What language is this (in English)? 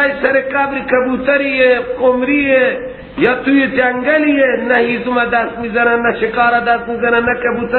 Persian